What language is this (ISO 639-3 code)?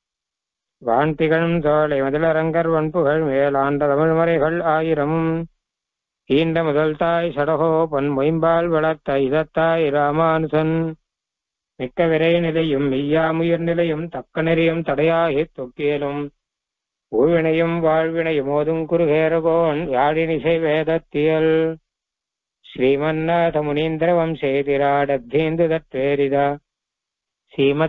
tam